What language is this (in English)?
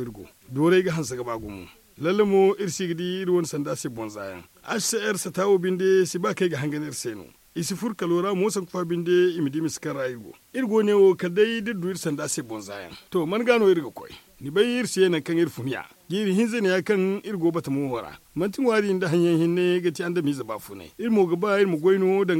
Zarma